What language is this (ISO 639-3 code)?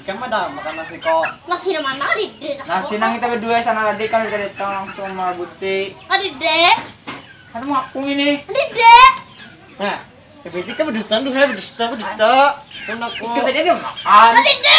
bjn